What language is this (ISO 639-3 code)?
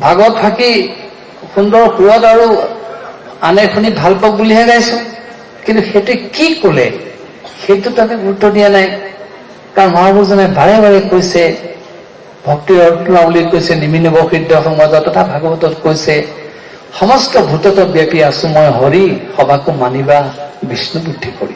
asm